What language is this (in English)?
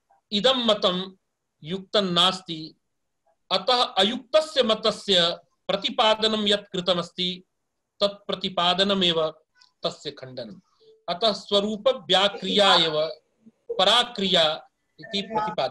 Sanskrit